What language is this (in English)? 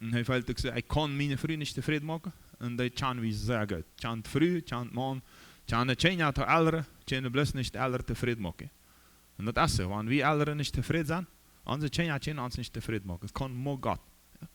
Plautdietsch